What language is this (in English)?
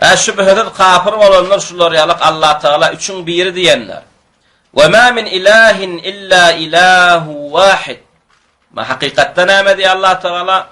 Turkmen